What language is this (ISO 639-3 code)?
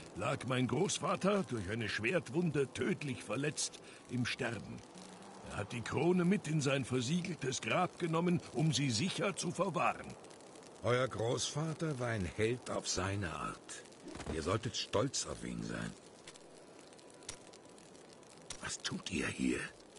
deu